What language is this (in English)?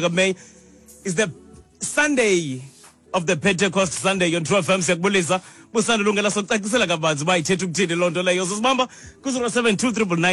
Xhosa